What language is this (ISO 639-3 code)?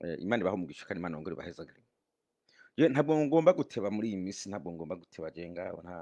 run